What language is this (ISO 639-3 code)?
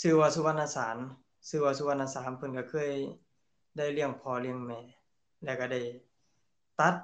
lao